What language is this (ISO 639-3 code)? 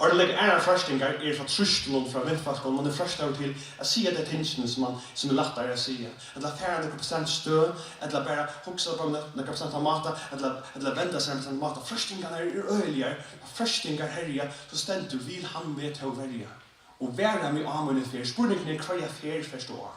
fao